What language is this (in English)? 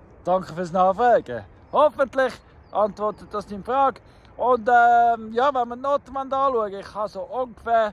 Swiss German